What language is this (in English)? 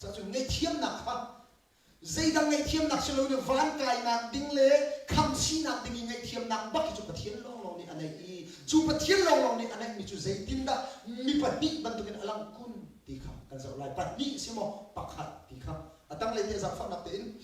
Hakha Chin